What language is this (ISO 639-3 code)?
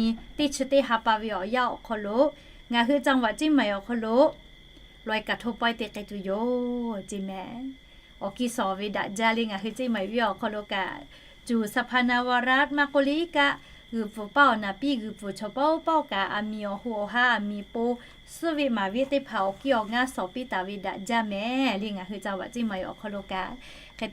lhu